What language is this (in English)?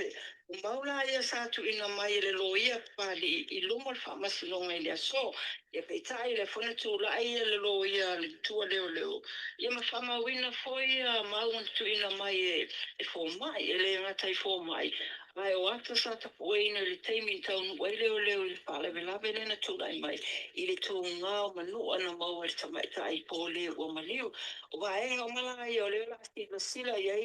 Samoan